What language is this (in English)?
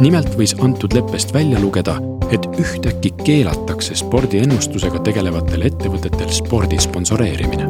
Estonian